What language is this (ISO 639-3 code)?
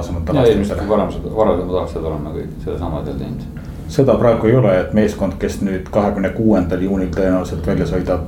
est